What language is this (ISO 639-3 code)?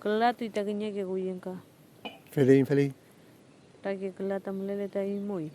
arn